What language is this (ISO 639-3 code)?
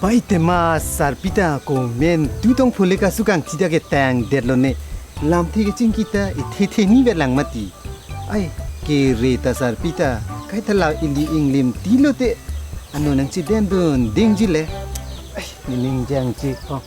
mjw